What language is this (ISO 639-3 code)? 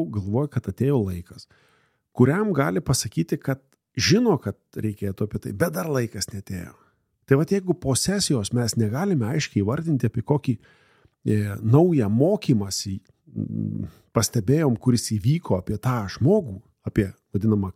lit